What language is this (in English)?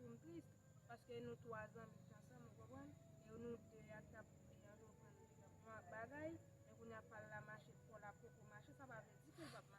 Haitian Creole